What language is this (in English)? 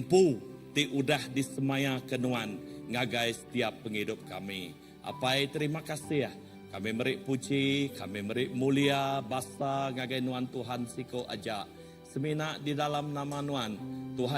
Iban